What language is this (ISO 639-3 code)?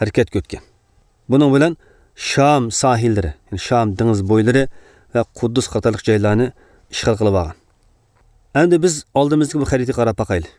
uig